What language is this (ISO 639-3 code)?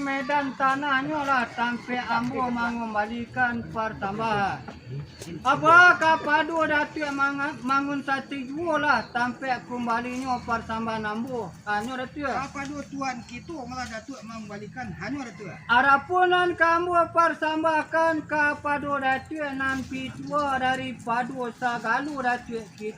min